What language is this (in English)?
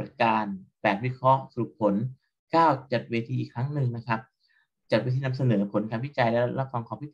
Thai